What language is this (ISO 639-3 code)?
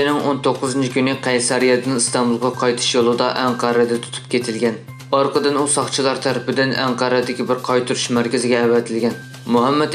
uig